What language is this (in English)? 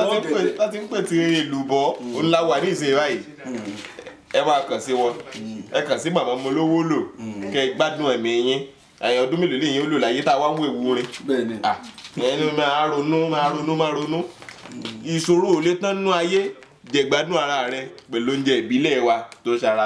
Yoruba